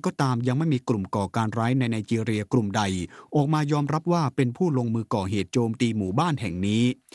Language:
Thai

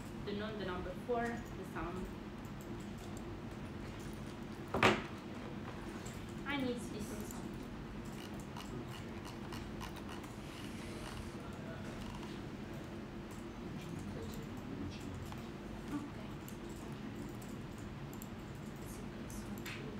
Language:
English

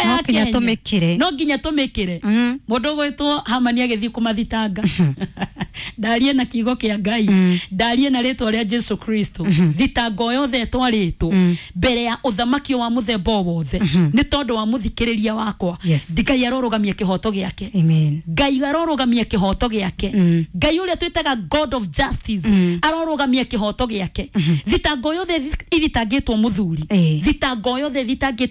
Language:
Kikuyu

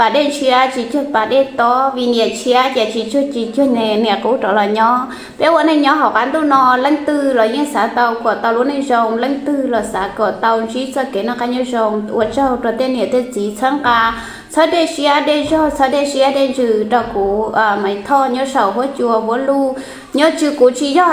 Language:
Hmong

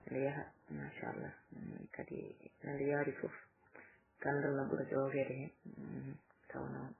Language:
Fula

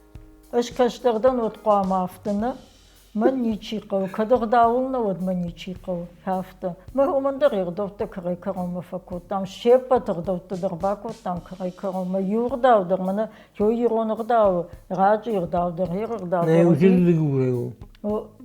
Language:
Ossetic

